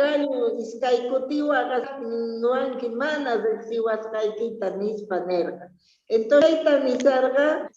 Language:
South Bolivian Quechua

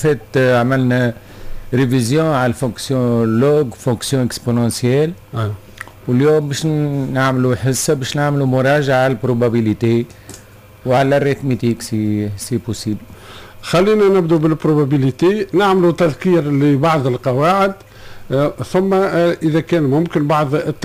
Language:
Tunisian Arabic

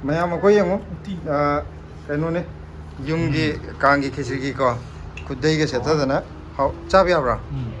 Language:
Manipuri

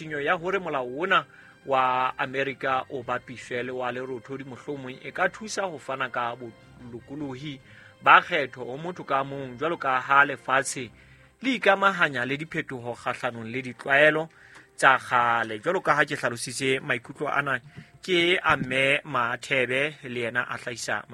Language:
Southern Sotho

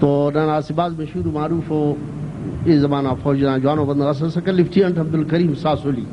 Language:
Brahui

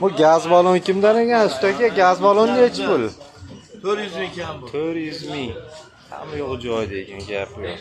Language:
Uzbek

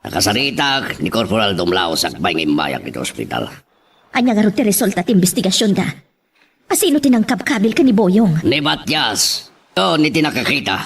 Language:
Iloko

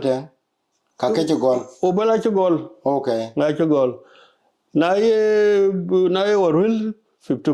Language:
Dinka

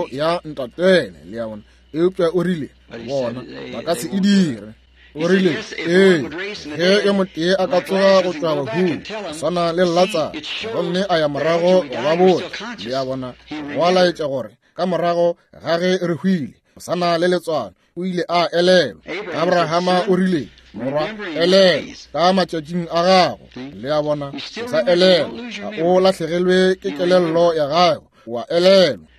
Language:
Northern Sotho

